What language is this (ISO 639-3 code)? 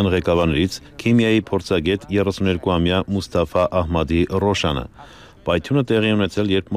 hye